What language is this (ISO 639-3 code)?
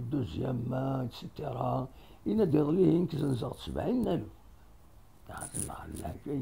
kab